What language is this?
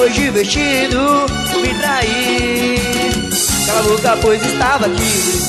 Portuguese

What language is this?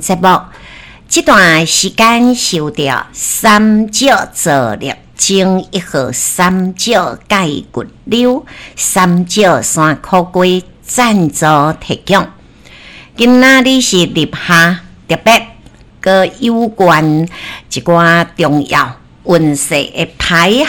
Min Nan Chinese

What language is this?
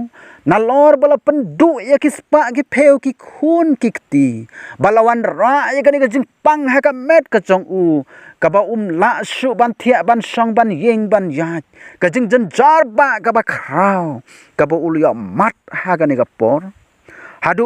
Khasi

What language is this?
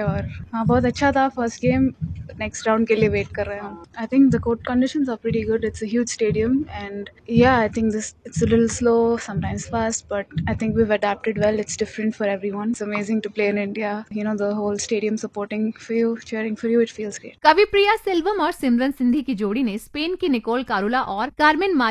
Hindi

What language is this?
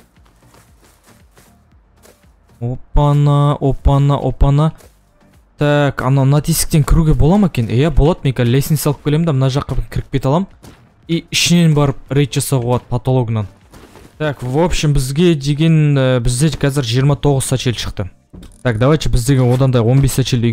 Kazakh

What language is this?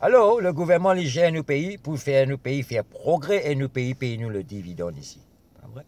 Morisyen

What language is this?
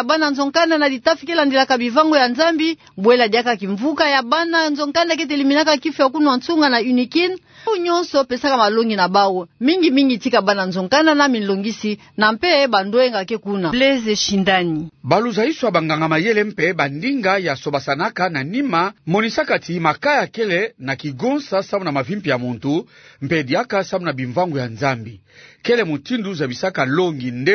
Kituba (Democratic Republic of Congo)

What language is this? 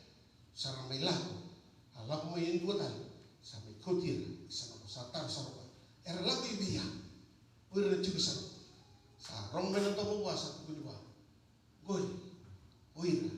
Fijian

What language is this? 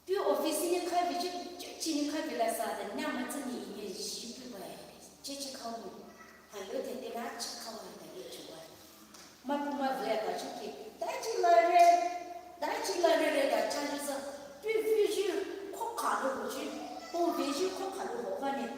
Poumei Naga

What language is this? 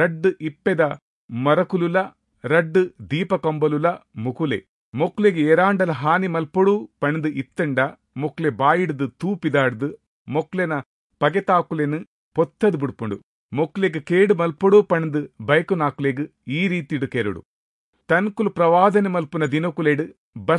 Tulu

